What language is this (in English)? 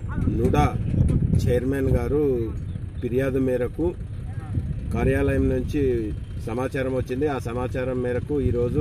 Telugu